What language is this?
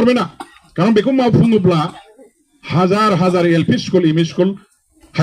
Bodo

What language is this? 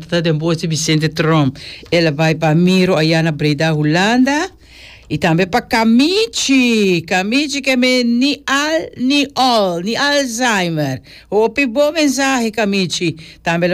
Papiamento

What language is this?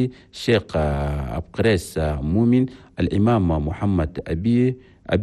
Chadian Arabic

